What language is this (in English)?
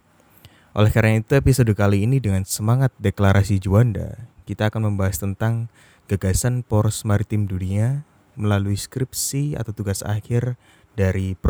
Indonesian